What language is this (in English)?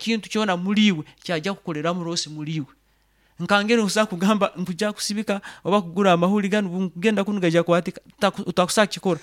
Nyoro